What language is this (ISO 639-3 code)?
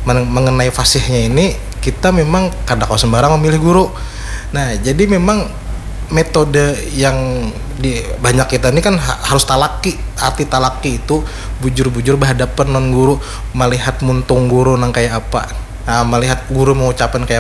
bjn